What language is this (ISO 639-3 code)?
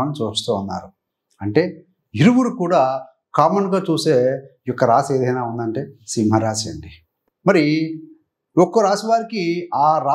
tel